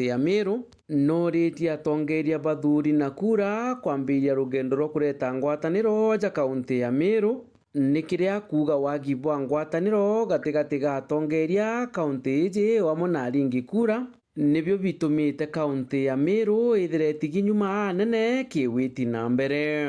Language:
Meru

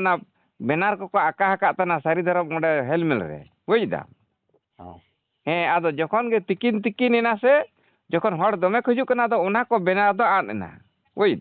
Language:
Santali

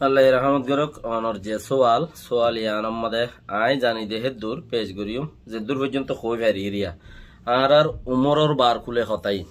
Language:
Rohingya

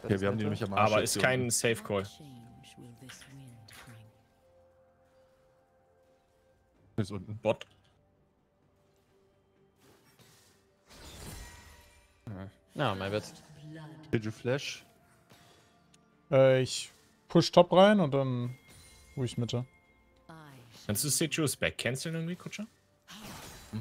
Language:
German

